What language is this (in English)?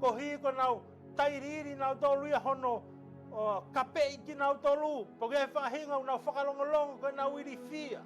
Tongan